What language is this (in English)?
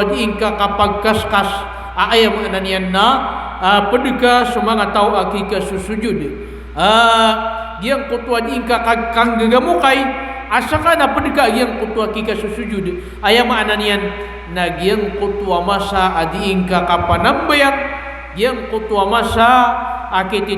Maranao